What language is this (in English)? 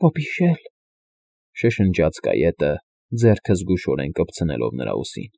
Armenian